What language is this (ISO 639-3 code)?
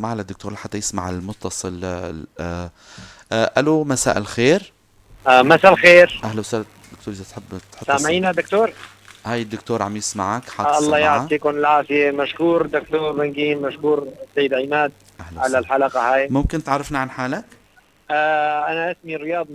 apc